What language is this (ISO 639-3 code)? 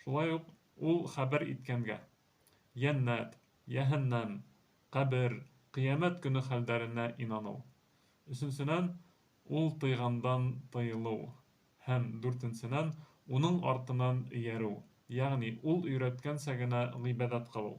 bak